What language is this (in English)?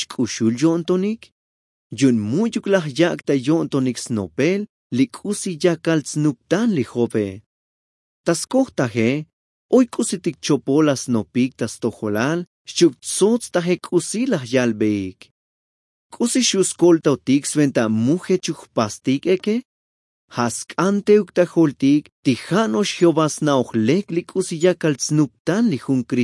Tzotzil